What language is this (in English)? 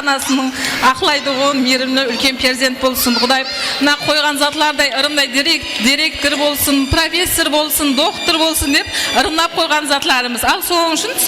Kara-Kalpak